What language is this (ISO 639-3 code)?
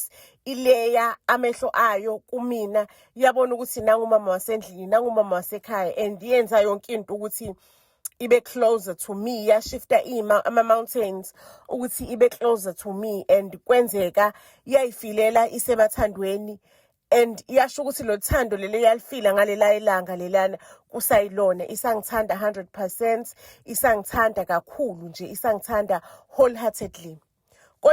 zul